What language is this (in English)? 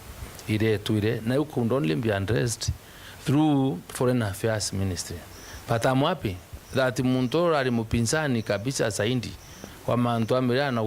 Meru